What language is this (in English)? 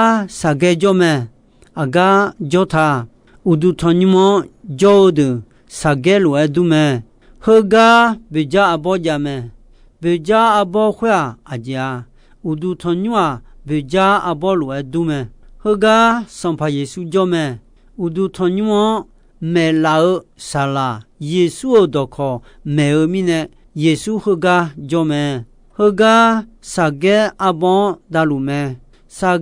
Akha